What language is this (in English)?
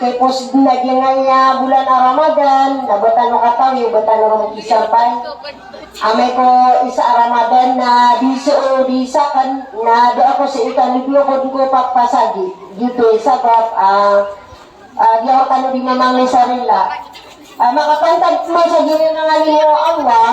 Maranao